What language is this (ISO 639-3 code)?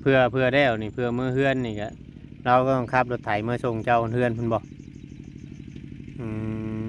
tts